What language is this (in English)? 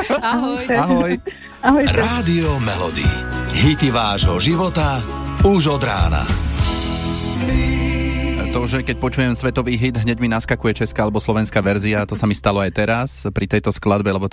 Slovak